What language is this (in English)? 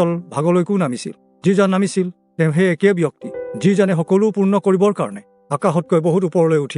Assamese